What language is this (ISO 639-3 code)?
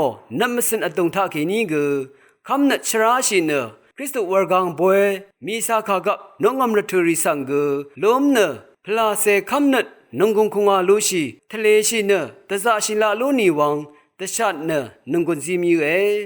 raw